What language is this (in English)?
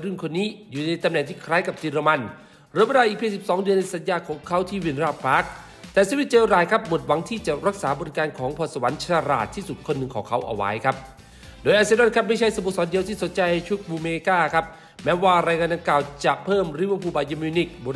Thai